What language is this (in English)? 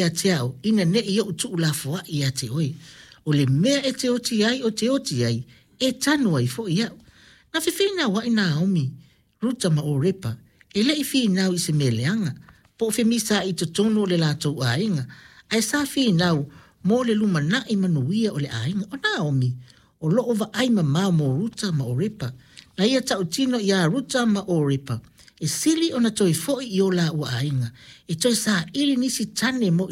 Samoan